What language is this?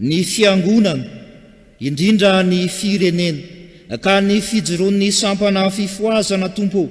Malagasy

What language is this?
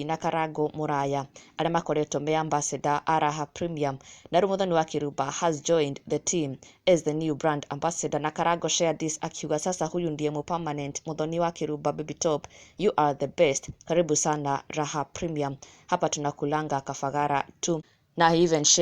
Kikuyu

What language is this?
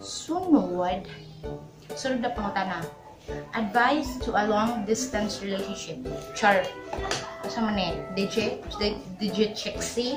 Cebuano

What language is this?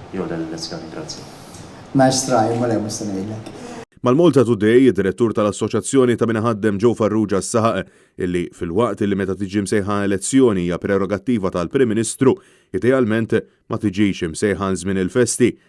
Maltese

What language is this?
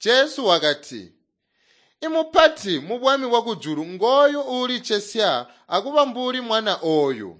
Tonga (Zambia)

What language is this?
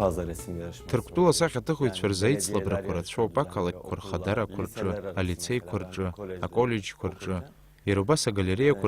Abkhazian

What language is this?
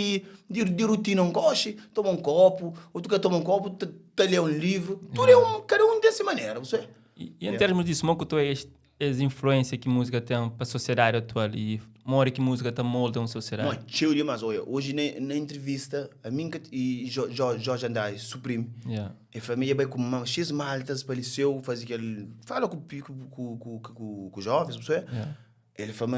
Kabuverdianu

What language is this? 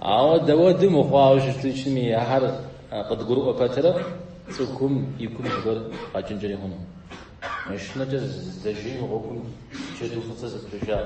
Kabardian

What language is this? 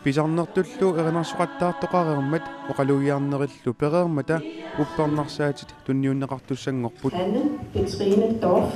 Kalaallisut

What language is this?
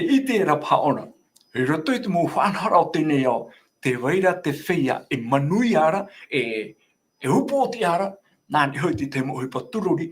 Tahitian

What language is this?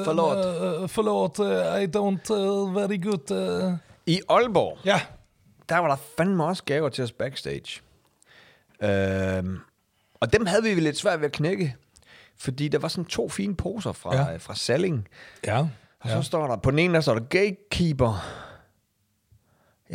Danish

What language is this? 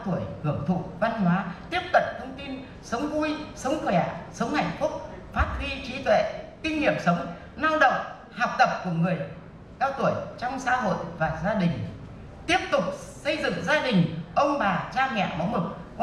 Vietnamese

